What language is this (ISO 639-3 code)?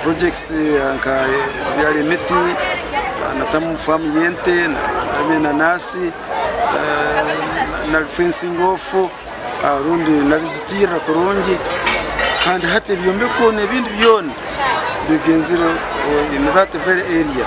nyn